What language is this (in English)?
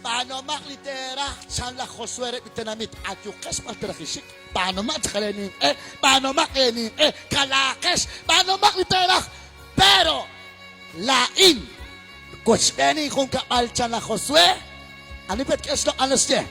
Kekchí